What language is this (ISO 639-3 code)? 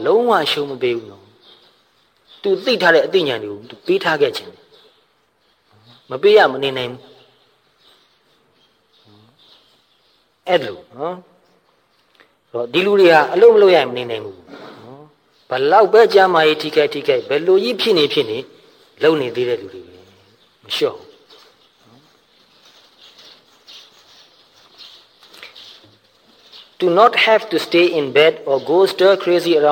mya